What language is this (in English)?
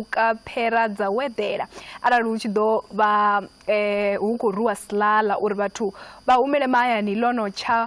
Venda